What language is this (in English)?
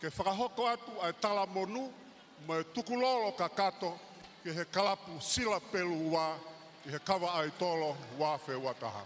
Tongan